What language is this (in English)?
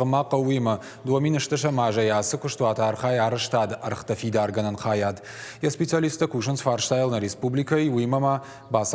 Ossetic